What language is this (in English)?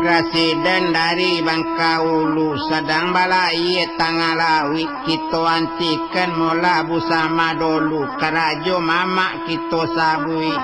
Minangkabau